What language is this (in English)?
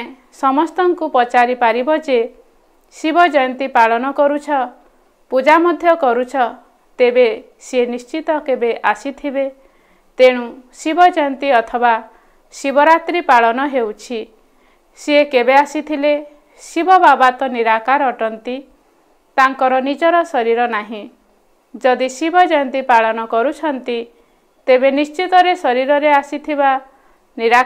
Odia